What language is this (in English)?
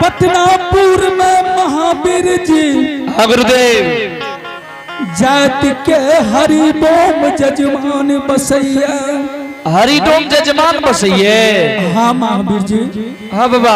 Angika